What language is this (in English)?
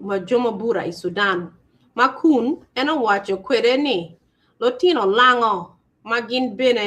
Acoli